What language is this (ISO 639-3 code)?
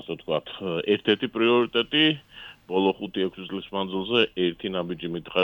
kat